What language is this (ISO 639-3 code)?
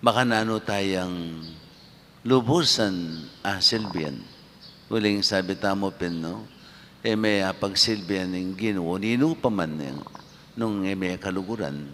pam